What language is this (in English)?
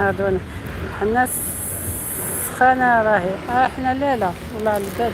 Algerian Arabic